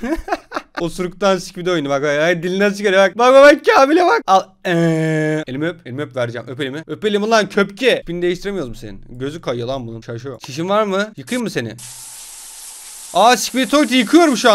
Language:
Turkish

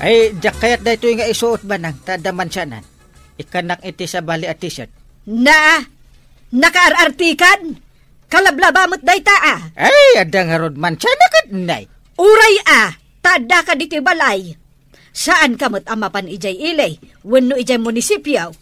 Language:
Iloko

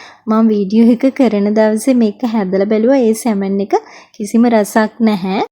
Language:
Sinhala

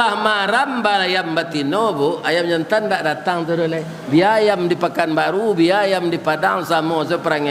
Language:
Minangkabau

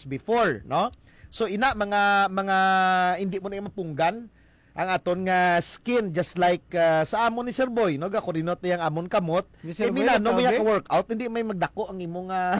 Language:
Hiligaynon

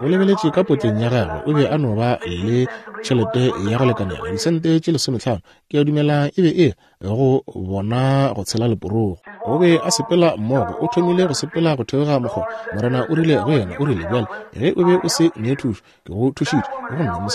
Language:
Northern Sotho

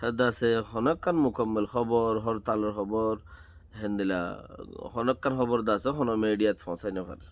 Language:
Rohingya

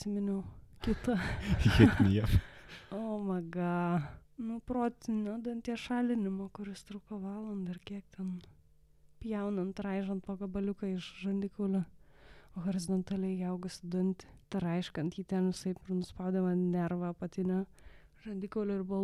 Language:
Lithuanian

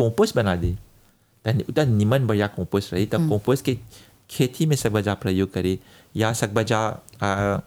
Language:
Bhojpuri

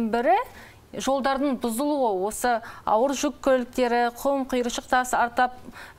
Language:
Kazakh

